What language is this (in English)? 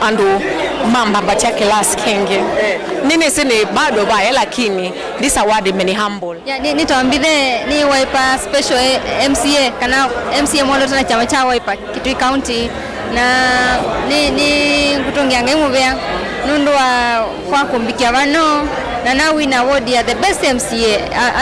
Kamba